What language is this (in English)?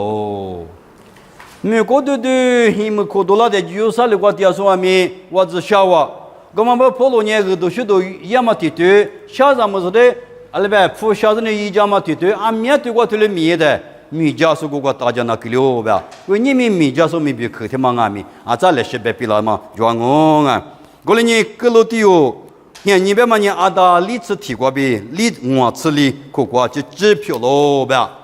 Lisu